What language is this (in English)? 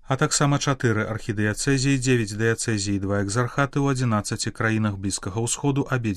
Belarusian